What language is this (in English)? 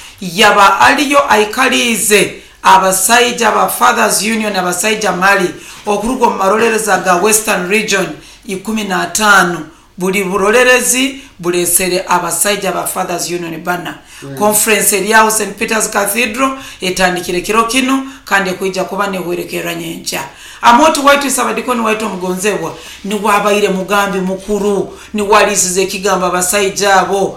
Nyoro